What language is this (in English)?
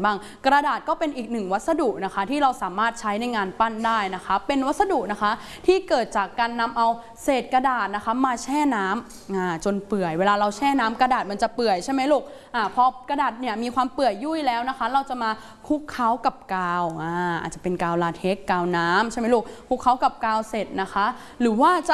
Thai